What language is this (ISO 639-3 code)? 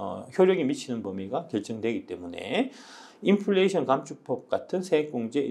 kor